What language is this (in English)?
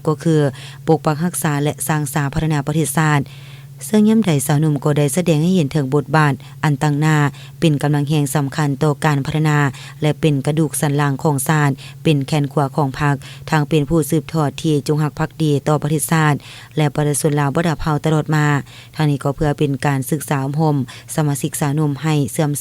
Lao